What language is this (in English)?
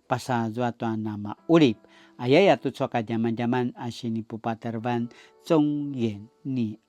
Paiwan